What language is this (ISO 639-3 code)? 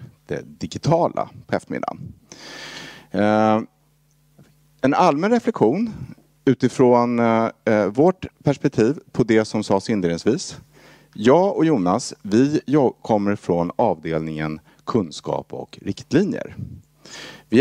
swe